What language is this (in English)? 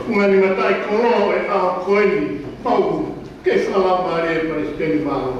Tongan